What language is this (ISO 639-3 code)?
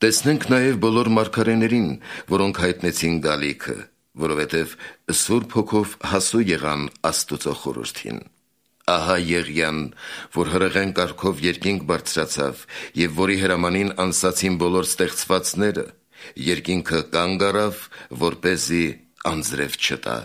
hye